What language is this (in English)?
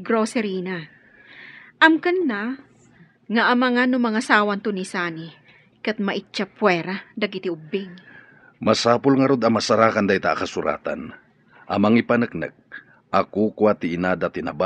Iloko